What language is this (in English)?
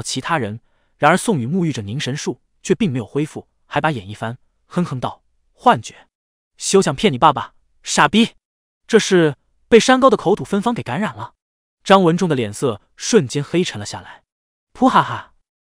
Chinese